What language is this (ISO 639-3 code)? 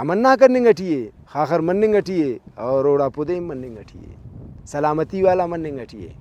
brh